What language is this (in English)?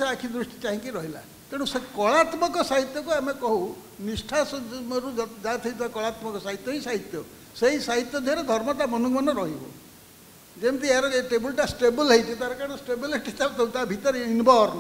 Odia